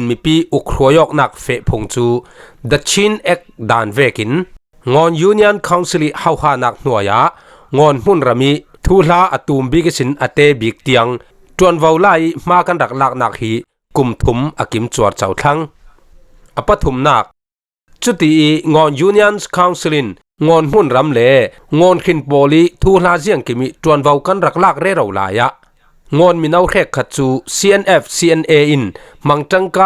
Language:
Falam Chin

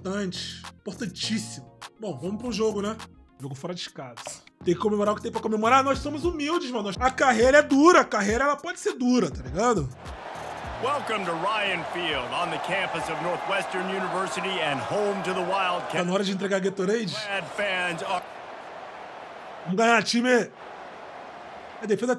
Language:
Portuguese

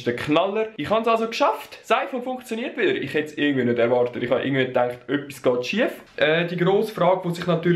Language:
Swiss German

